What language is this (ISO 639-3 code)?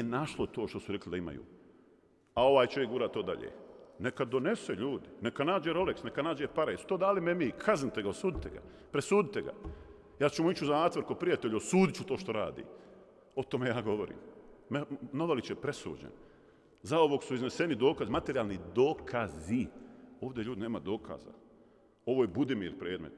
bos